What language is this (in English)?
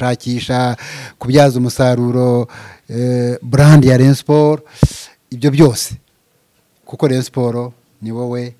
Kinyarwanda